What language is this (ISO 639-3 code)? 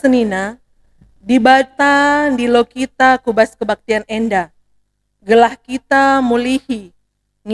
btx